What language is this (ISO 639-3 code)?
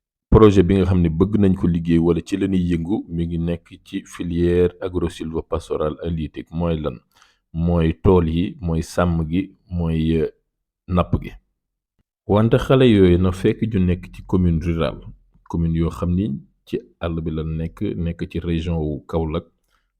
wol